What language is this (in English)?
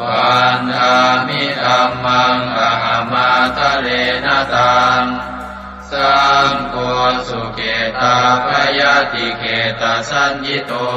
Pali